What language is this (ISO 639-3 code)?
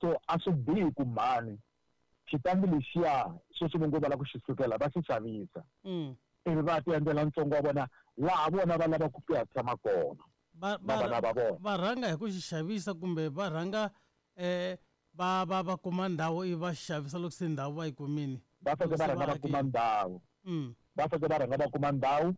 tso